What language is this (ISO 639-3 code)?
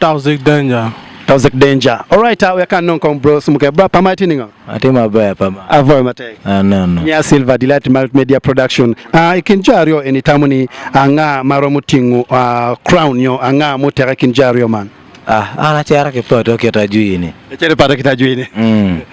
ach